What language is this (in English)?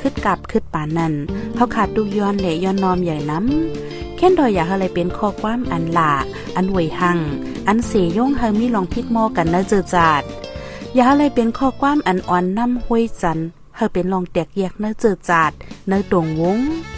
Shan